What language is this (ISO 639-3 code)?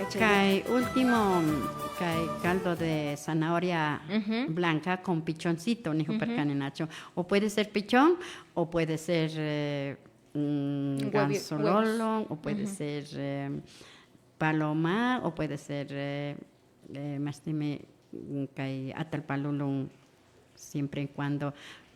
qvi